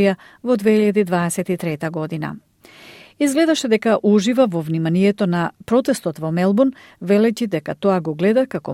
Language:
Macedonian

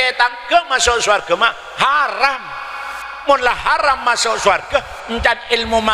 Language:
Madurese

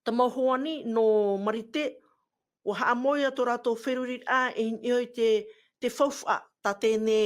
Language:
Tahitian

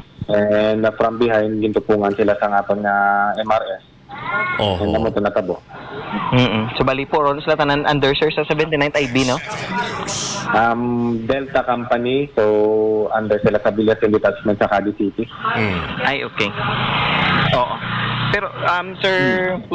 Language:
Hiligaynon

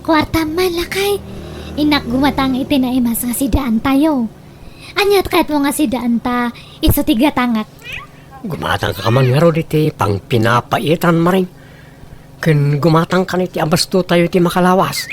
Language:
Iloko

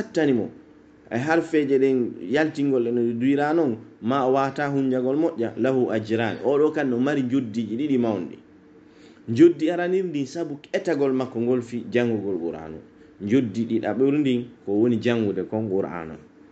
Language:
Pular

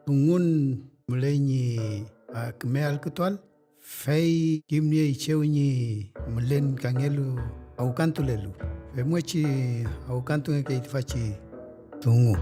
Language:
Mapuche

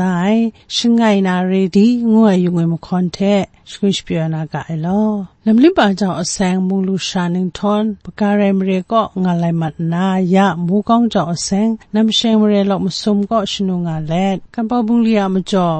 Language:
Kachin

